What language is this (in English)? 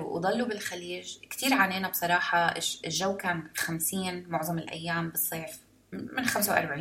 North Levantine Arabic